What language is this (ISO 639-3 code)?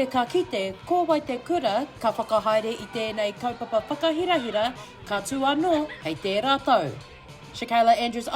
mri